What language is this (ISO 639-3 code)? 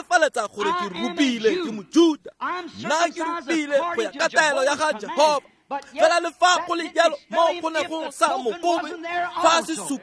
tsn